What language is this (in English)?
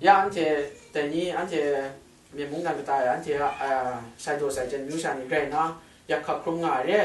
Kachin